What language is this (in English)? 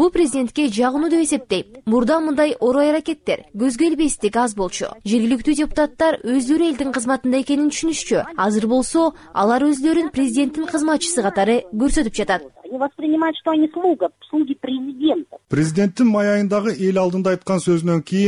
Kyrgyz